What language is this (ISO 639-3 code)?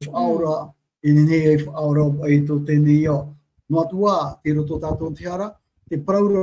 tah